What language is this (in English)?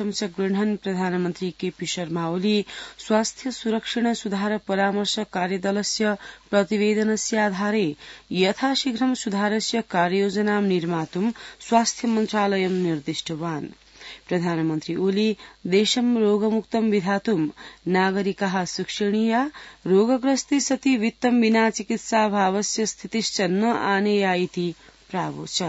Sanskrit